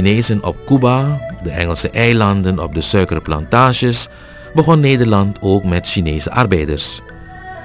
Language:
Dutch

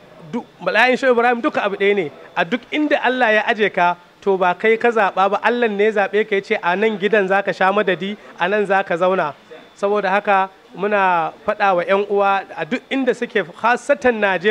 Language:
Hausa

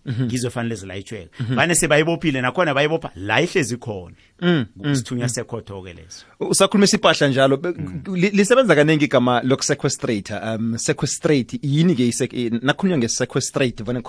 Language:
South Ndebele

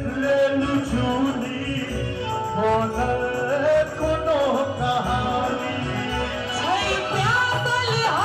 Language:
Maithili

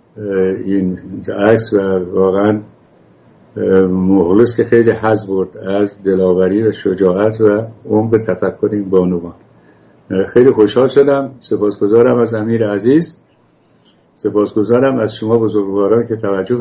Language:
Persian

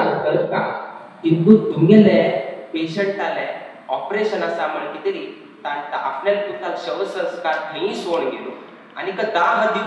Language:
Konkani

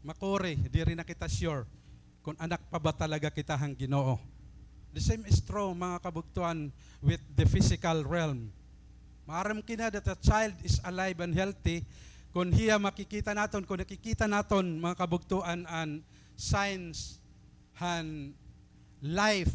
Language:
Waray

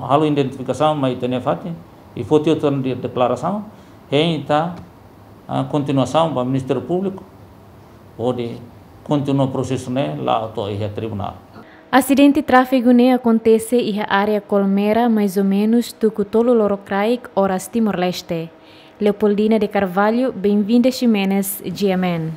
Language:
Tetum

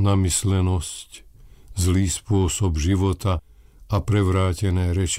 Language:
Slovak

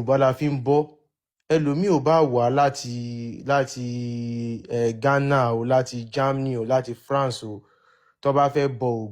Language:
Yoruba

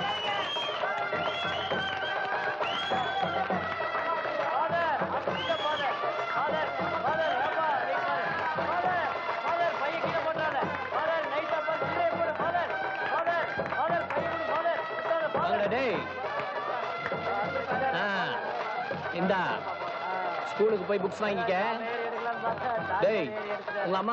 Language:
Tamil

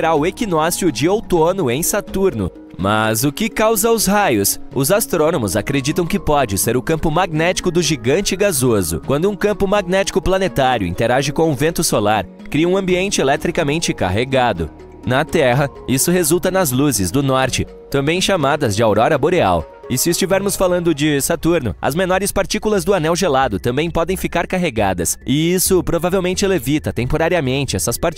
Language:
Portuguese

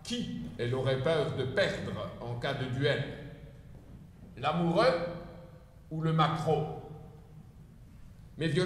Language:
French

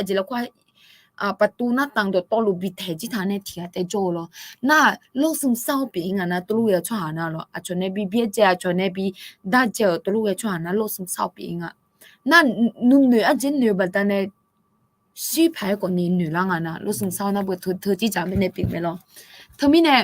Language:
Akha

